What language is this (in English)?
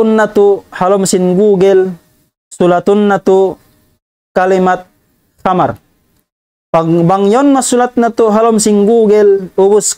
Tausug